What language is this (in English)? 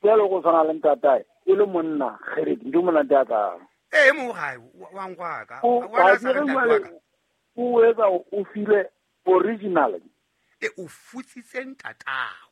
Southern Sotho